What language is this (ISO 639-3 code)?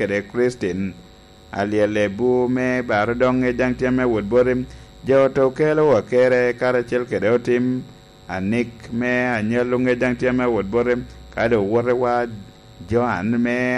laj